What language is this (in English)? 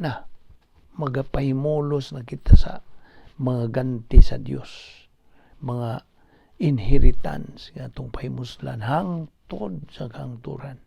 Cebuano